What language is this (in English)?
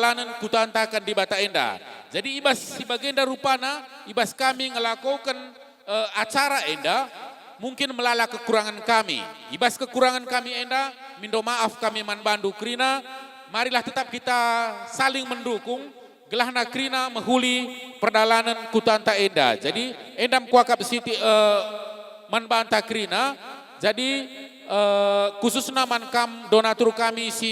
Batak Karo